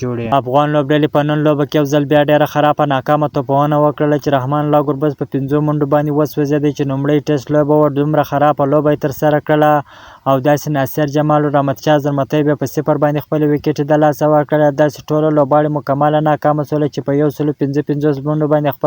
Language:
Pashto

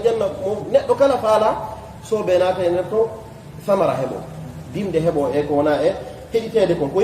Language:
Fula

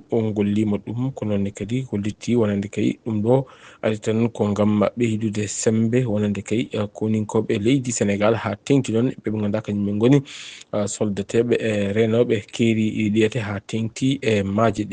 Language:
Fula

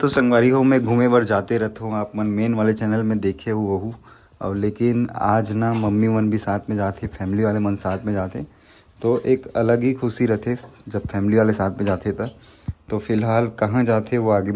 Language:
Chhattisgarhi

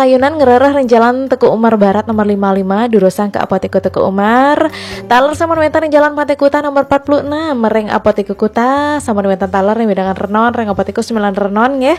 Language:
Balinese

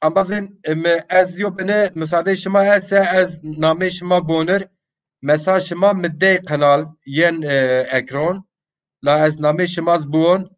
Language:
Zaza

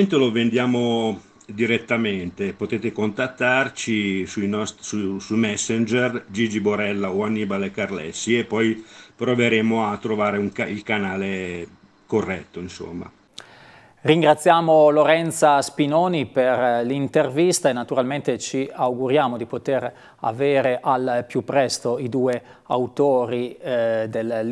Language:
Italian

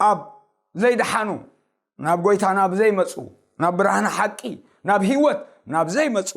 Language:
Tigrinya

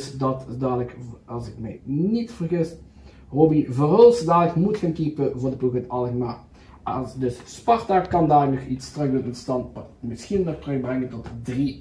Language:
Dutch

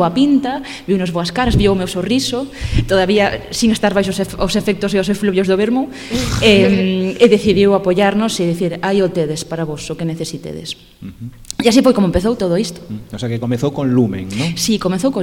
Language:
Galician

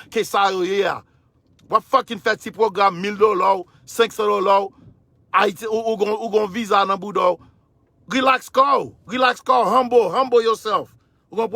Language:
Haitian Creole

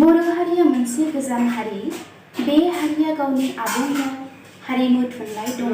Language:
Bodo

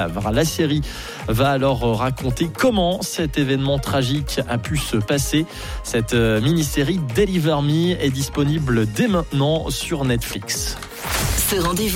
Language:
French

